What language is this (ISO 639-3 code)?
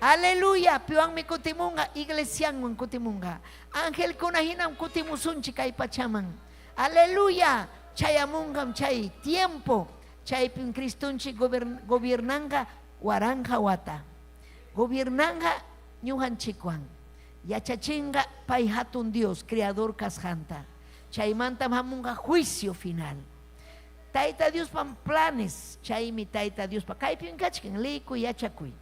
quy